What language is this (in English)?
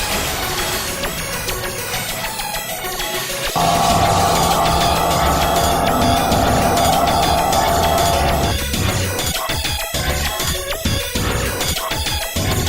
Swiss German